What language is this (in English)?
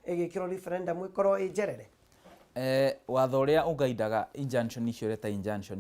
Kikuyu